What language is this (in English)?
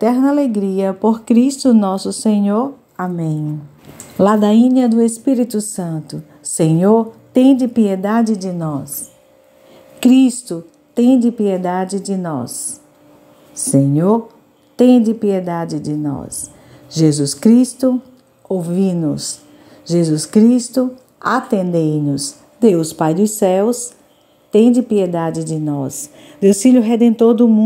Portuguese